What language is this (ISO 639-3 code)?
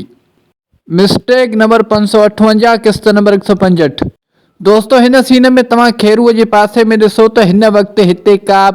snd